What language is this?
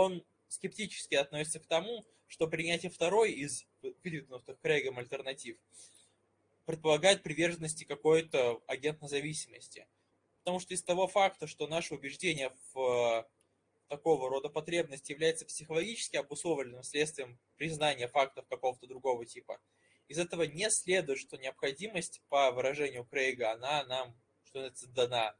Russian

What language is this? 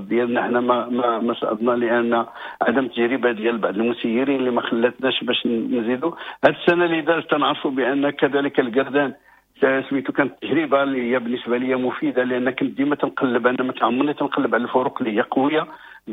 Moroccan Arabic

